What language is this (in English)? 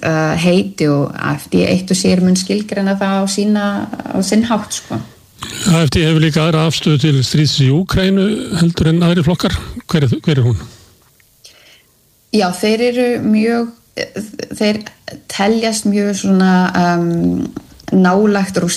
Icelandic